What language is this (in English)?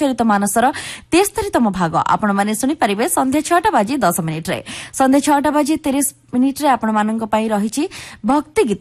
Odia